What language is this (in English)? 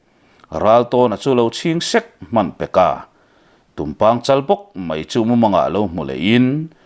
Mizo